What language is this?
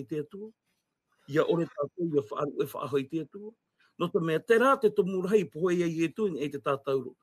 Tahitian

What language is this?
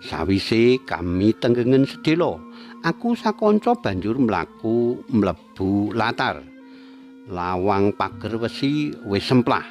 Javanese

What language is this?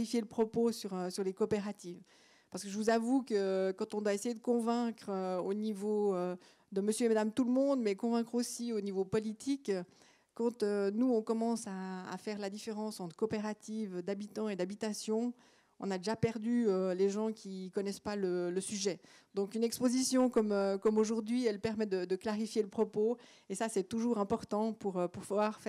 French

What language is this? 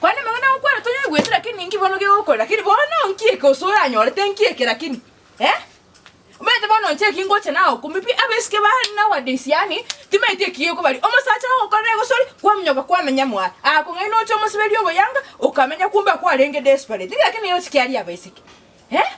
Gusii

